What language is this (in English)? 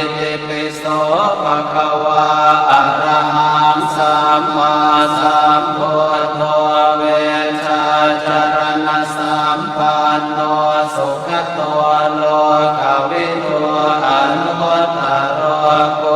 Pali